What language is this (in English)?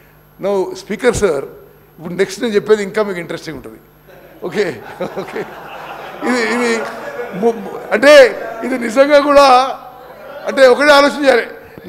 Telugu